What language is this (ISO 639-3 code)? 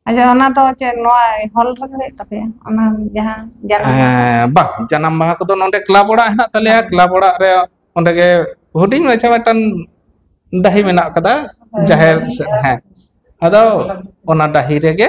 sat